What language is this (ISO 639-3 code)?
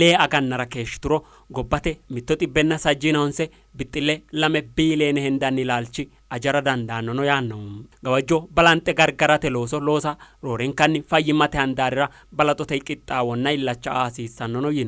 sid